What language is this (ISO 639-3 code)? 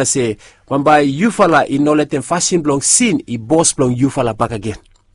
bis